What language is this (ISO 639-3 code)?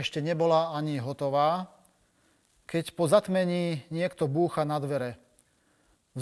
slk